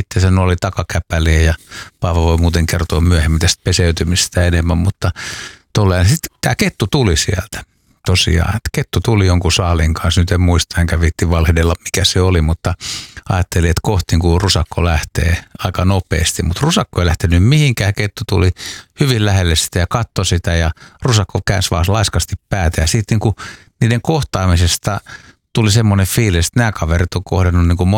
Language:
Finnish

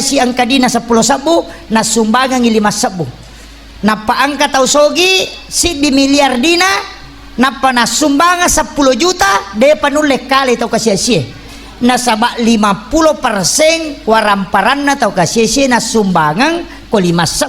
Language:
Buginese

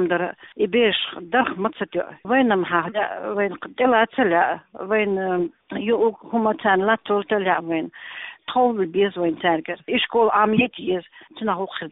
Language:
Chechen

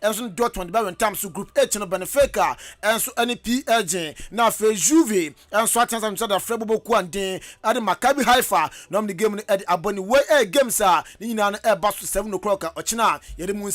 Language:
Akan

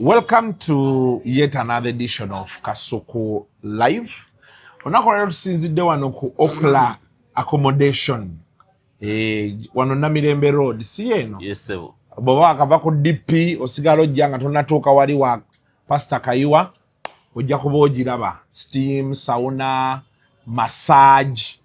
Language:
Ganda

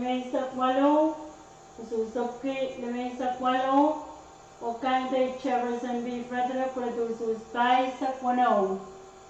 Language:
Pohnpeian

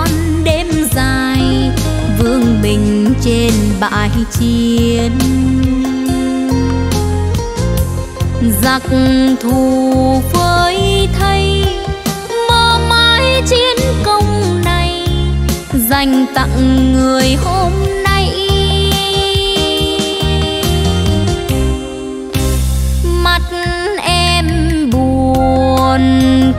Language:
Vietnamese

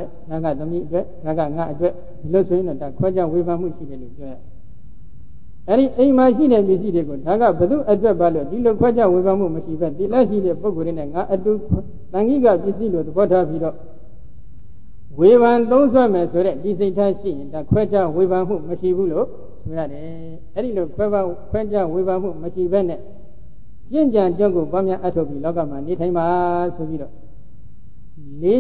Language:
Burmese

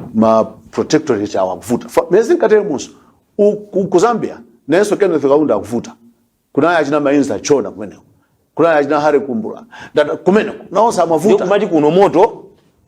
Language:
Nyanja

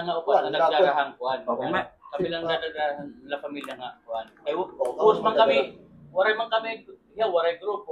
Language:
Waray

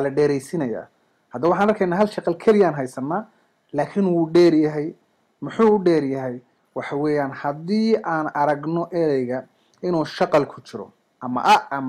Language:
Somali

